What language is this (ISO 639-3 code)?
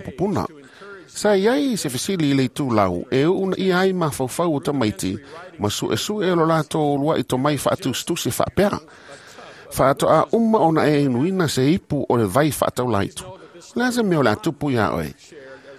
smo